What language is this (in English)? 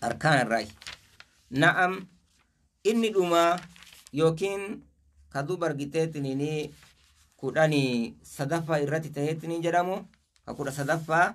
Oromo